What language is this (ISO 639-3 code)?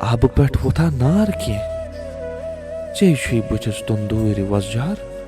kas